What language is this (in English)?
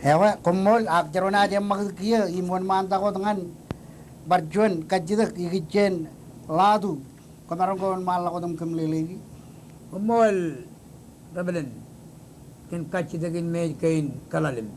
Marshallese